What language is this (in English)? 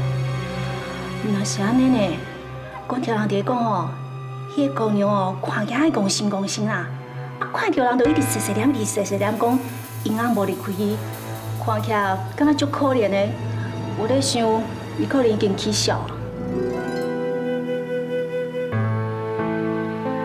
Min Nan Chinese